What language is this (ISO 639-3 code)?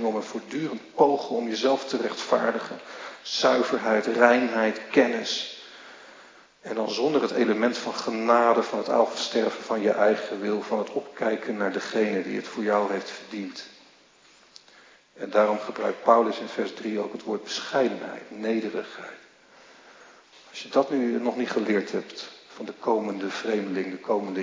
nld